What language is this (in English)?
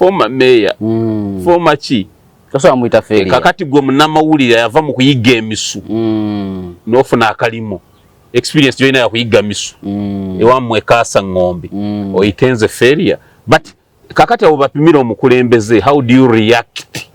Ganda